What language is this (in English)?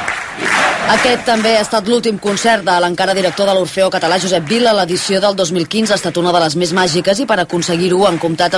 Catalan